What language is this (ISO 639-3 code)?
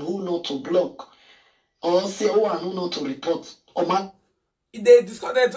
pcm